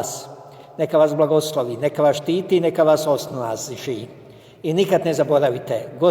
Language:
Bosnian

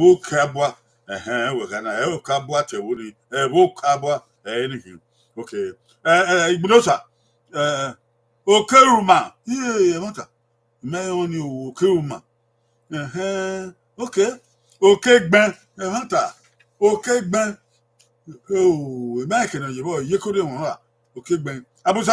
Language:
Bini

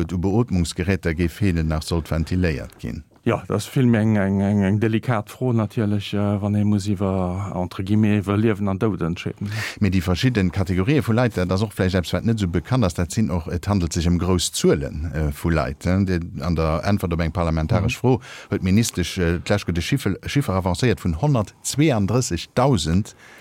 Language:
Luxembourgish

